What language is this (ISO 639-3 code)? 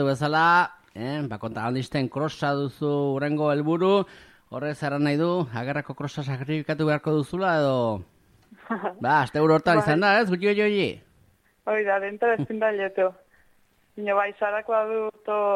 eus